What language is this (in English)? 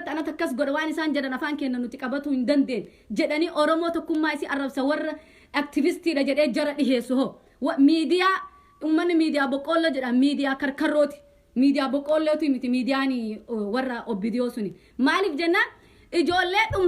Oromo